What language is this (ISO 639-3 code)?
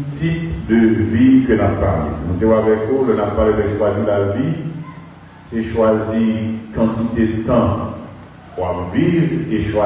hat